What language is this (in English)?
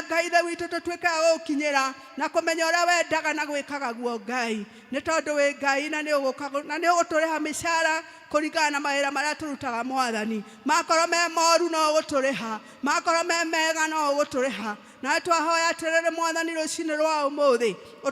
Kikuyu